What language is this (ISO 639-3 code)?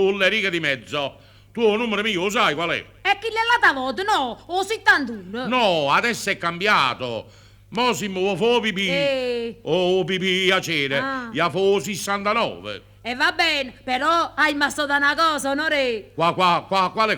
nap